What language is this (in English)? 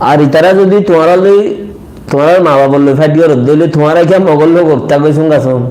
Rohingya